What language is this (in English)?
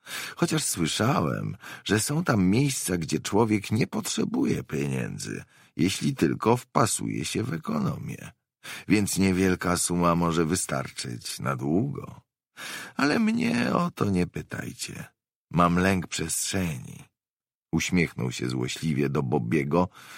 Polish